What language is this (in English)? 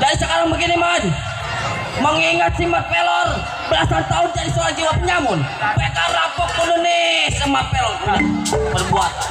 Betawi